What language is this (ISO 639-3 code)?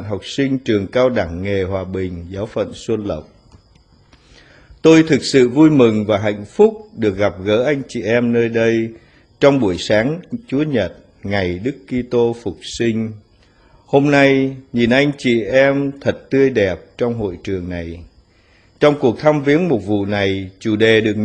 vie